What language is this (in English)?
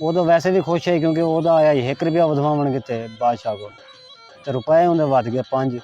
Saraiki